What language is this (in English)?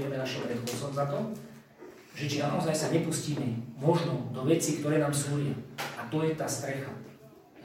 Slovak